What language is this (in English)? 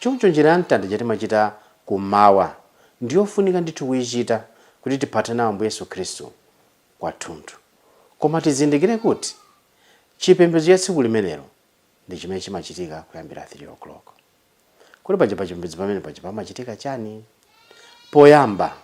Nyanja